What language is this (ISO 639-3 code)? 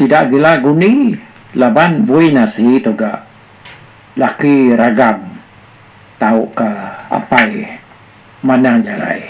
iba